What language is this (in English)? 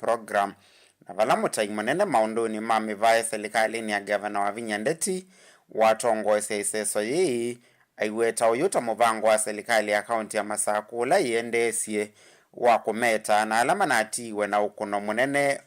Kamba